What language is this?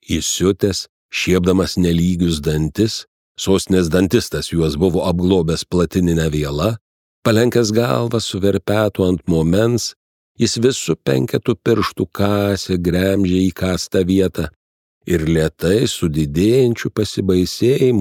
Lithuanian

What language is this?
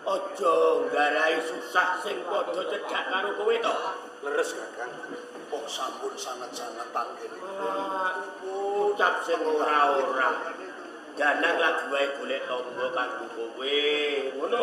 Javanese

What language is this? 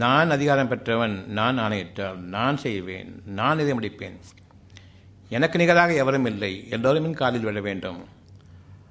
Tamil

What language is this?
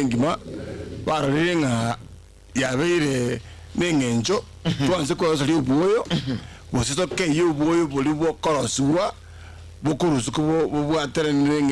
Gusii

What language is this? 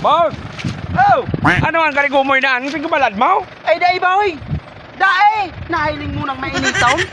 Bikol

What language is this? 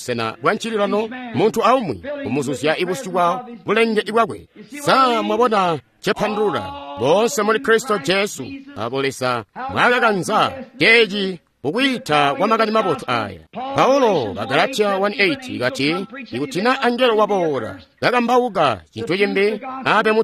Tonga (Zambia)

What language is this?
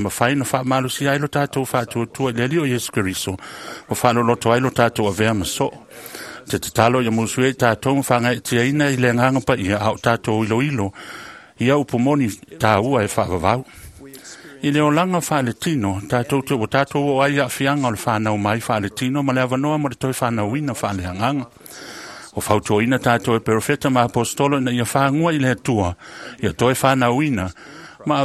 Samoan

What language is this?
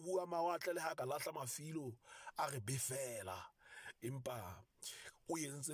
Southern Sotho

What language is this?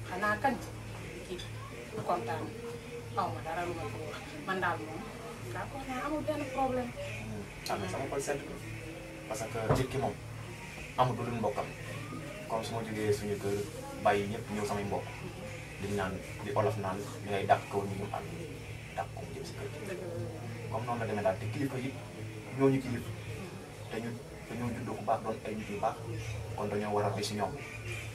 Wolof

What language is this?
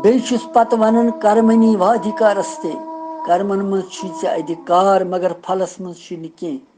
Kashmiri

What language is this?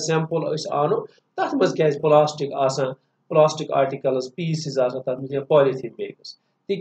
Kashmiri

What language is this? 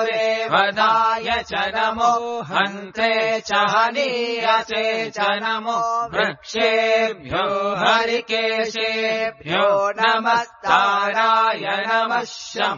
Sanskrit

